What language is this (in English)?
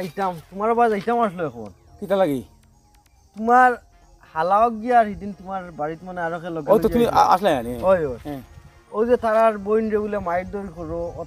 Sylheti